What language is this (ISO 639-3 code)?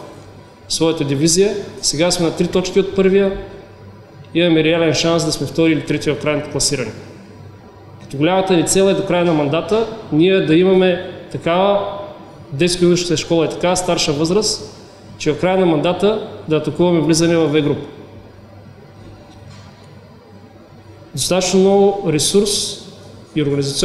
bul